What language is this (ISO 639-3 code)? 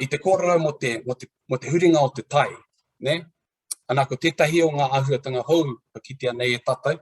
mri